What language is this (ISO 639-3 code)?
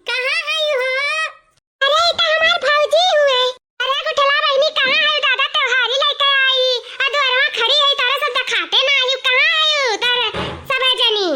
awa